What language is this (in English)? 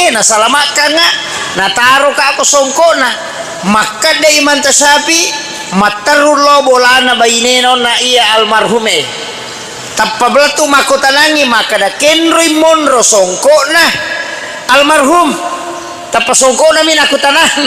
Buginese